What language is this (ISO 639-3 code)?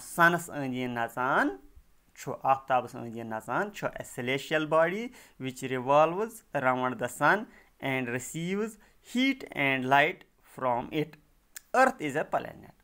kas